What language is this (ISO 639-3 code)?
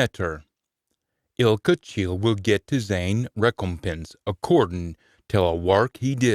sco